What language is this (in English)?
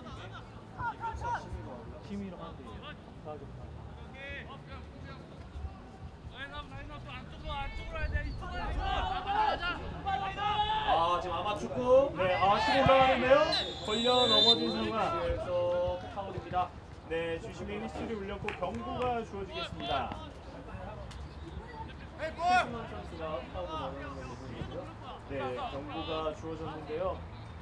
Korean